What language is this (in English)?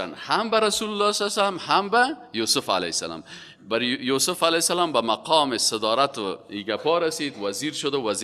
Persian